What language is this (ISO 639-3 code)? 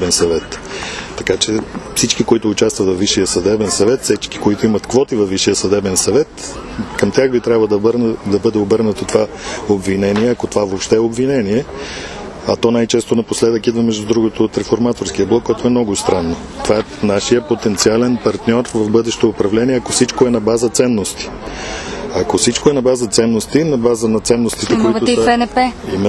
bul